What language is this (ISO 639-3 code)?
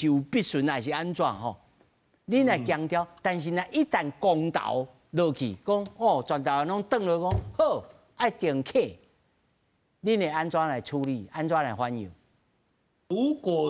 nan